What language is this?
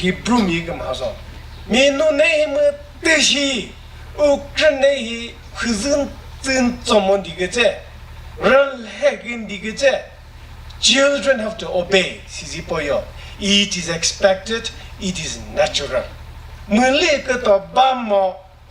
Chokri Naga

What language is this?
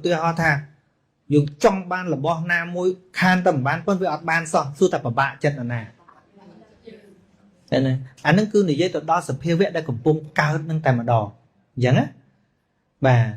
Khmer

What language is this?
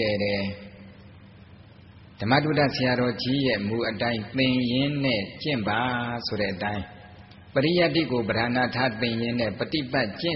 Burmese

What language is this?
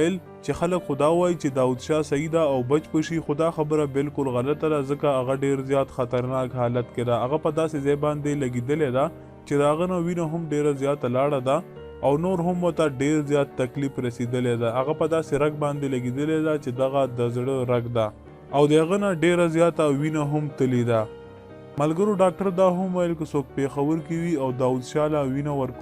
Pashto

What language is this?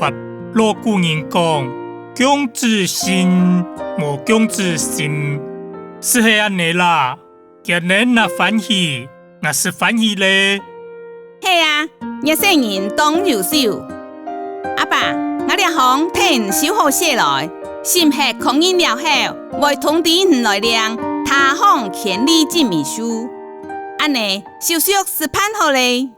Hakka Chinese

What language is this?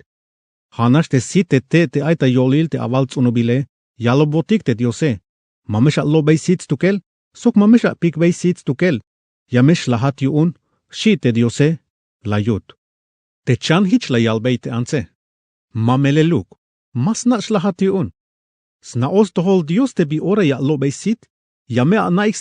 Tzeltal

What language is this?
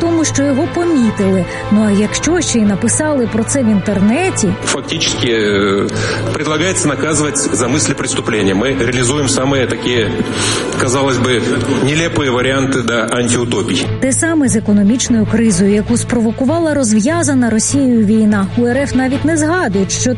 Ukrainian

